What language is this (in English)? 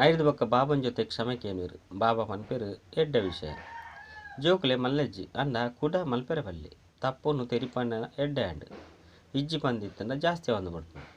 Tulu